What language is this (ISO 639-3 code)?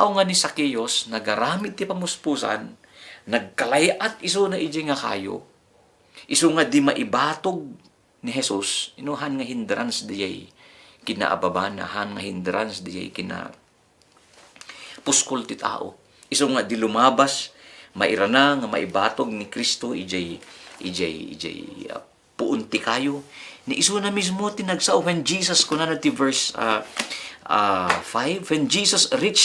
ilo